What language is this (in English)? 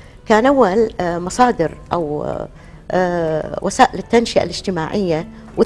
Gulf Arabic